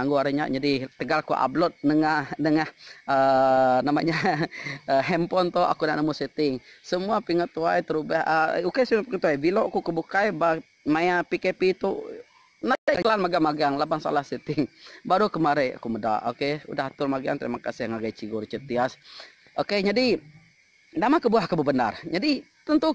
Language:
Iban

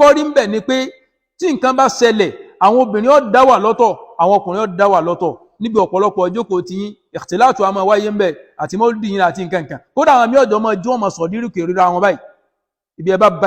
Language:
Yoruba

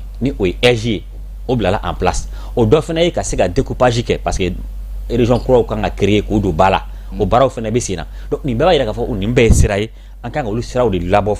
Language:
Bambara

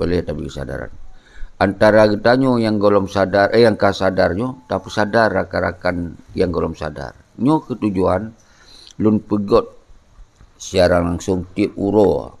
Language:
Achinese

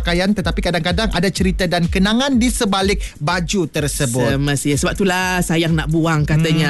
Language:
Malay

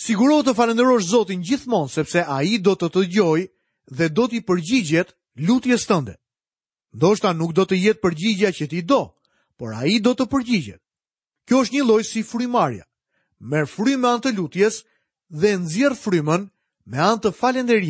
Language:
Albanian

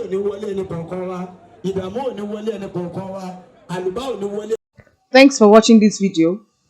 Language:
Yoruba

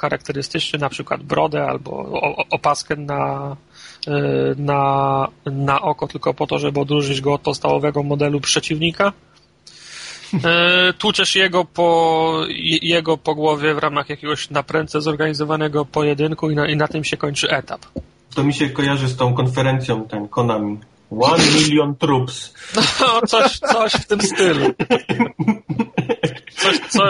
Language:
Polish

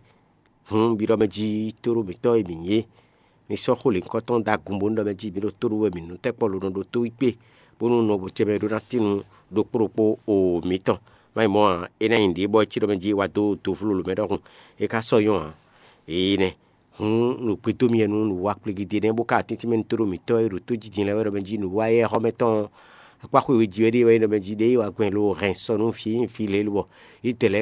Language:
Fon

